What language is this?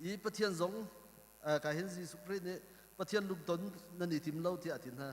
Hakha Chin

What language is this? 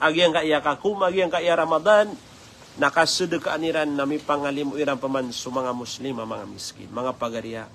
Maranao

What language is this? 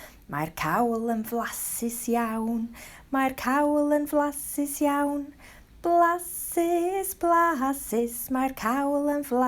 Welsh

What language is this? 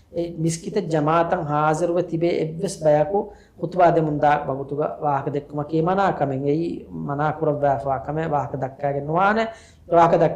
Divehi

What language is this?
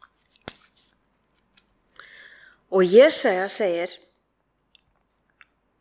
Icelandic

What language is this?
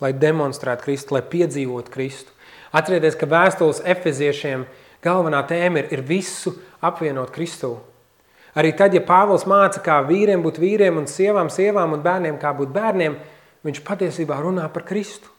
Latvian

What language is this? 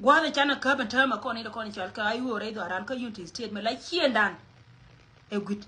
Nuer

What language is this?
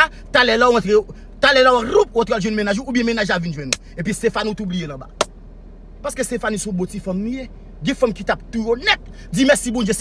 Haitian Creole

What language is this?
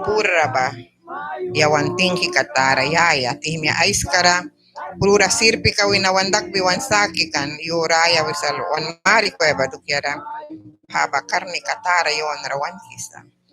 Mískito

